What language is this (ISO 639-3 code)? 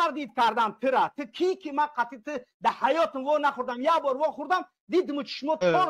tgk